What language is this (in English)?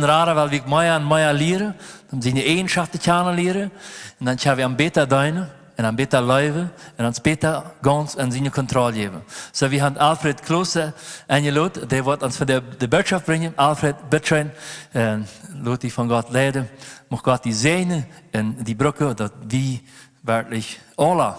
Plautdietsch